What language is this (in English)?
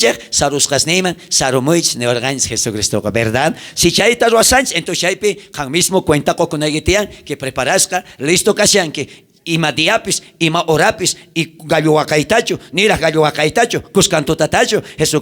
South Bolivian Quechua